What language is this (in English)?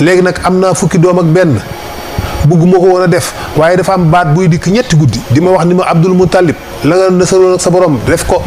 Wolof